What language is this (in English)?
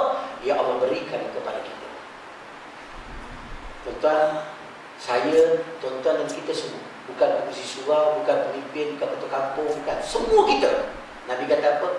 Malay